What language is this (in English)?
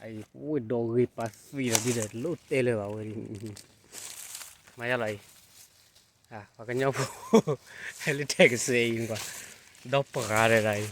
S'gaw Karen